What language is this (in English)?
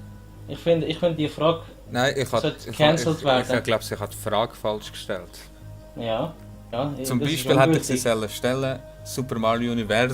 Swiss German